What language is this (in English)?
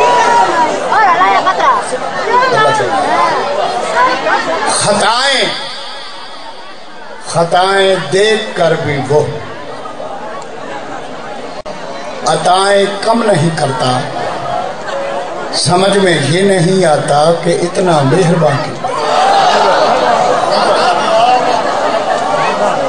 Urdu